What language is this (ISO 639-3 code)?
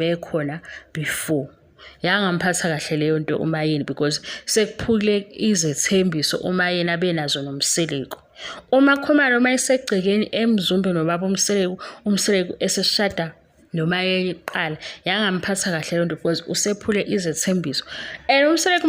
zul